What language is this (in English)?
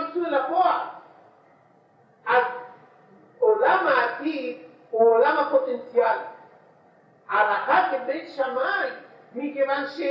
Hebrew